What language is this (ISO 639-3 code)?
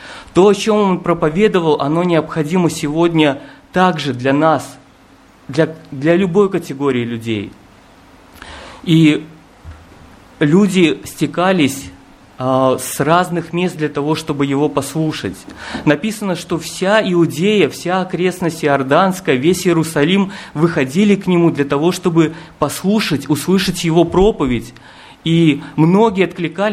rus